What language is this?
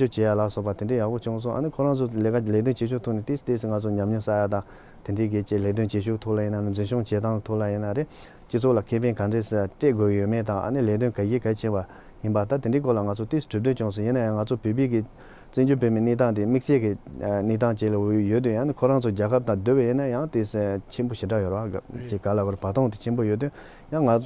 Tibetan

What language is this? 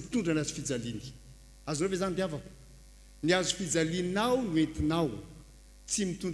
Malagasy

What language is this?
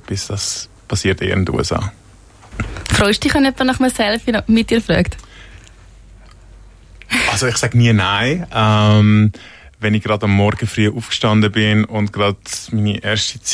Swiss German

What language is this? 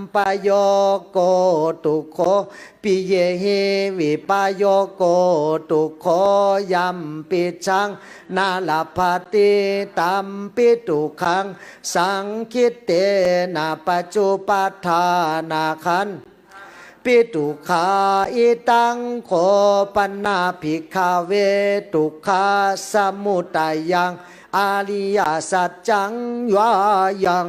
Pali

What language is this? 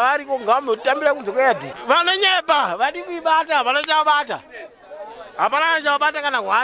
Shona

